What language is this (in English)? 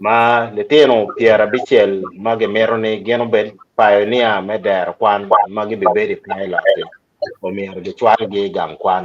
Acoli